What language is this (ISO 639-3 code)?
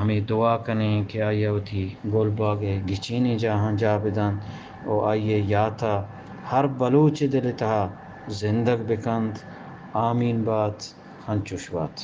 bgp